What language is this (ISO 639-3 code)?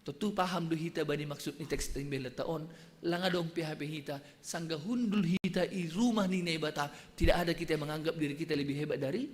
bts